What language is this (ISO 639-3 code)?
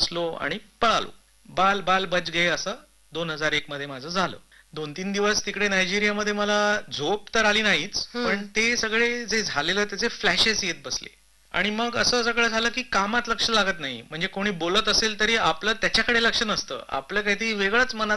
mar